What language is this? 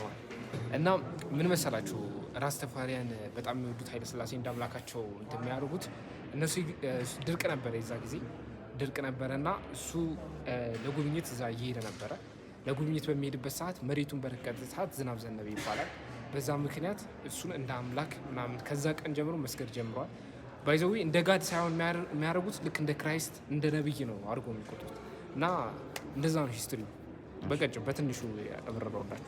Amharic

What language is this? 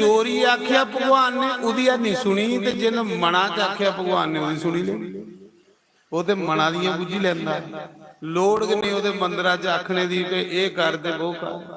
Dogri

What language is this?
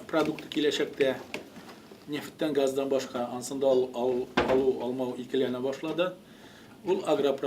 Tatar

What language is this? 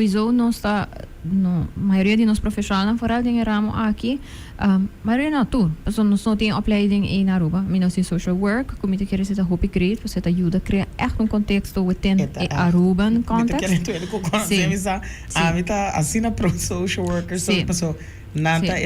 Papiamento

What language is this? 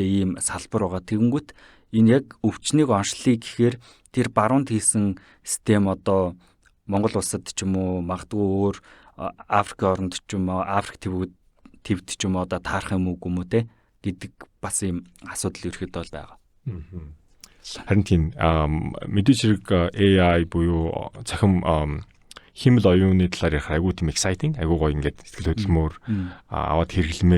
Mongolian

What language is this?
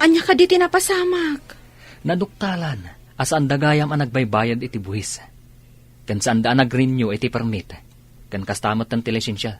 Iloko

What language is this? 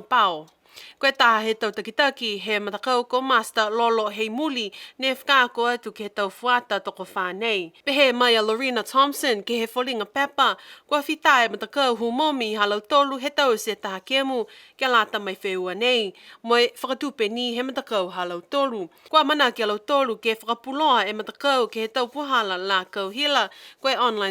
Niuean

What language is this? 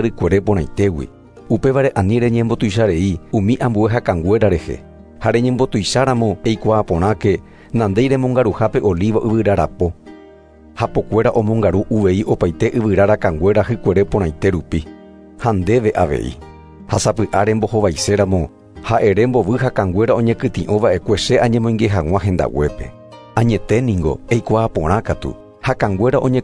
Guarani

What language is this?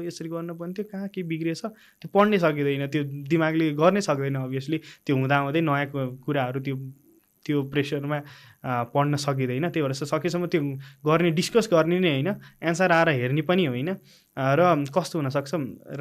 Nepali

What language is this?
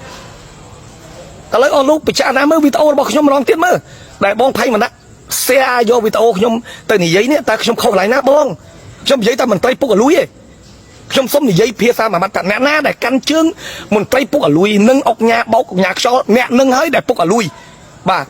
Khmer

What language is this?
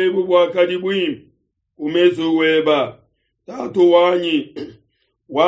Luba-Lulua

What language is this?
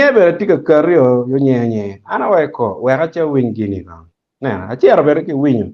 Acoli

